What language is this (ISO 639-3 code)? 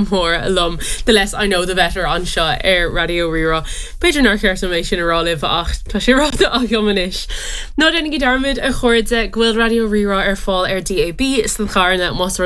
gle